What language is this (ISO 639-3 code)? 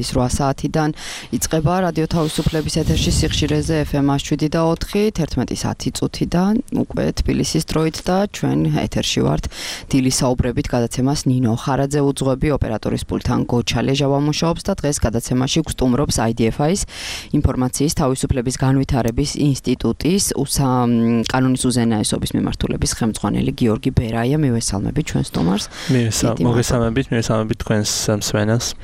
kat